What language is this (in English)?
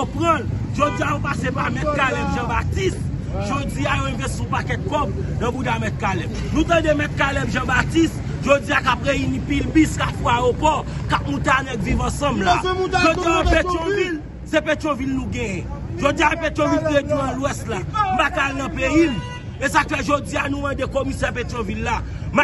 Haitian Creole